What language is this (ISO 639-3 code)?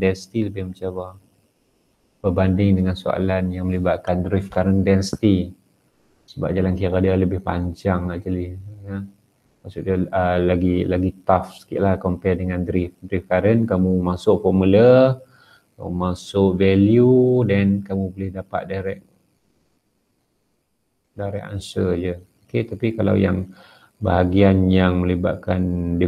msa